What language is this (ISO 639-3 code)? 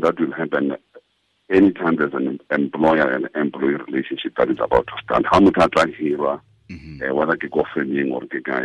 tsn